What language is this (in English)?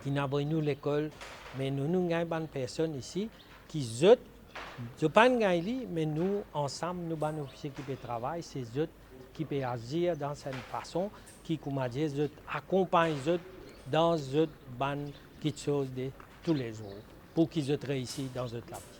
Morisyen